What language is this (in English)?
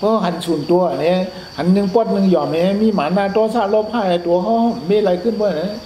Shan